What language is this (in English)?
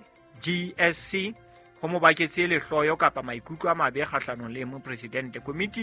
Southern Sotho